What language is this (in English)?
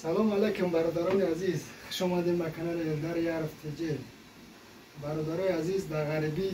Tajik